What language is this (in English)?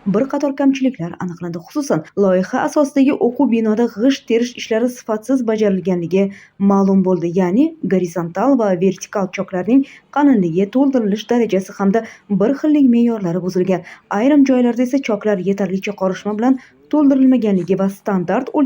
Uzbek